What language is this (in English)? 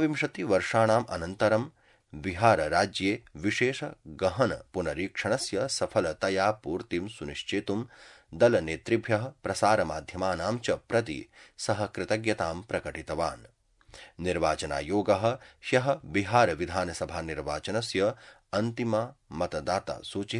Sanskrit